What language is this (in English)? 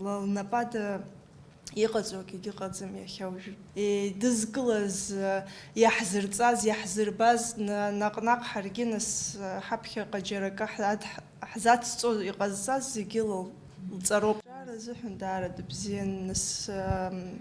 Abkhazian